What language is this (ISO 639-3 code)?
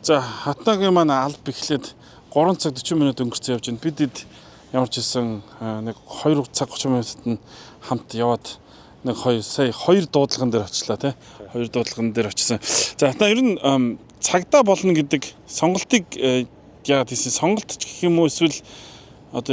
mon